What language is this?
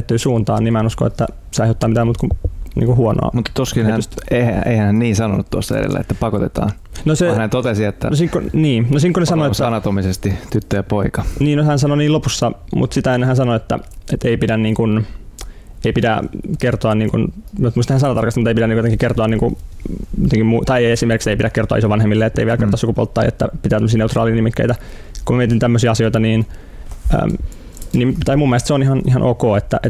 Finnish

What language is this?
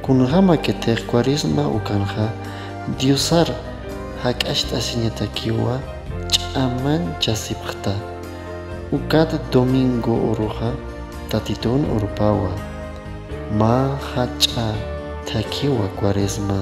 Aymara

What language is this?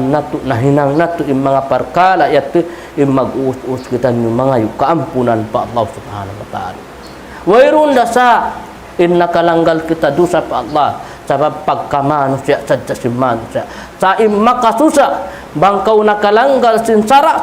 Tausug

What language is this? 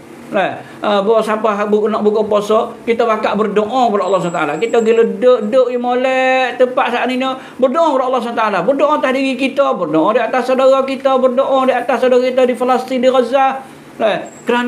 Malay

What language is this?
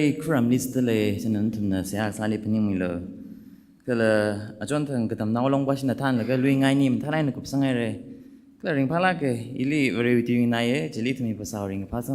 Tangkhul Naga (India)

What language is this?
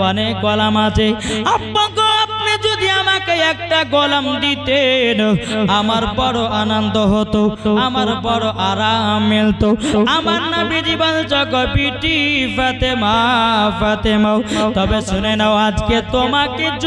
Bangla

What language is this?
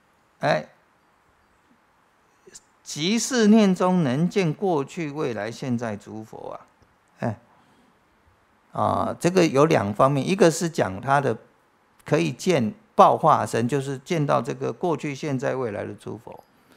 Chinese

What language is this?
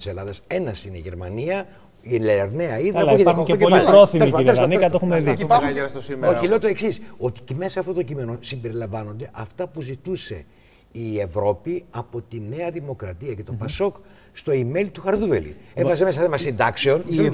Greek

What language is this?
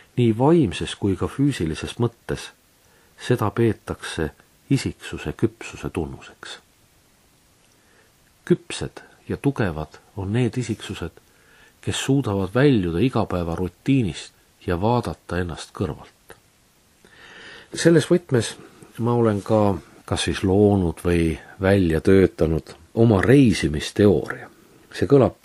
Estonian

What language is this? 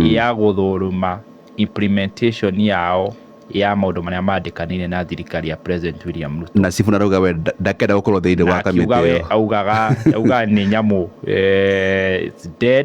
Kikuyu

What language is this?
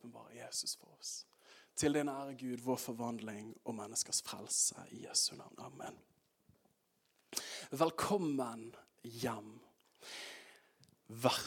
Norwegian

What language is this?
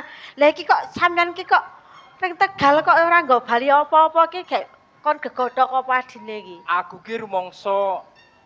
Javanese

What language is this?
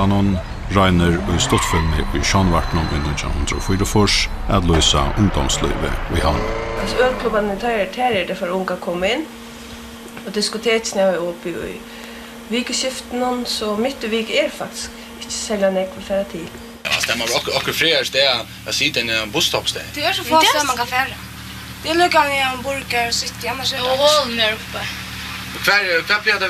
Faroese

